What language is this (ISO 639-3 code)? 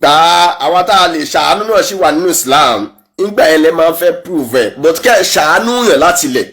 yor